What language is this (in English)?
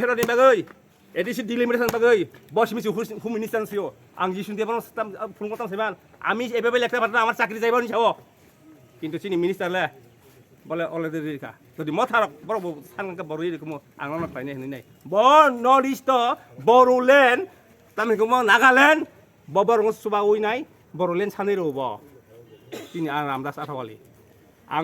Kok Borok